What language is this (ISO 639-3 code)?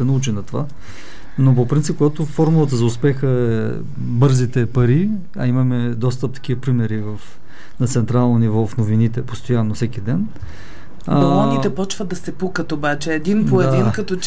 bul